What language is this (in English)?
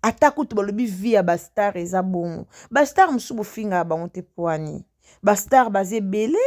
Lingala